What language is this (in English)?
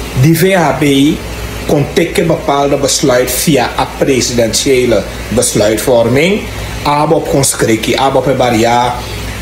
Sranan Tongo